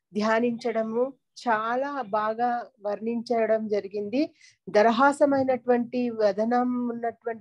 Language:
Telugu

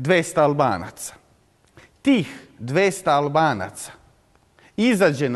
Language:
Serbian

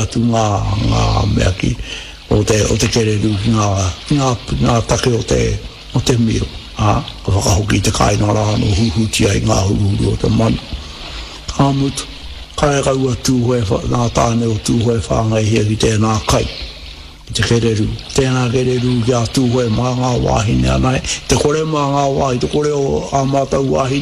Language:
Māori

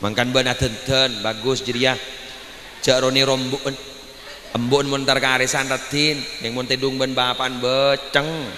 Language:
Madurese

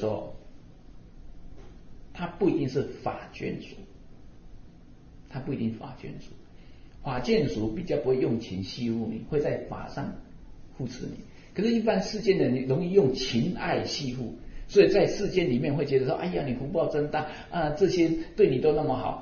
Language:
Chinese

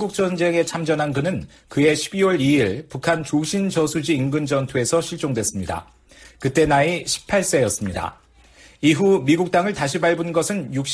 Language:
Korean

